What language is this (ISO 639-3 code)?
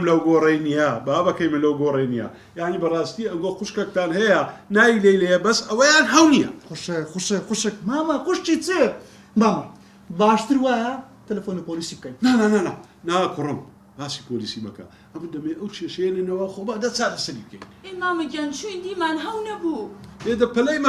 ckb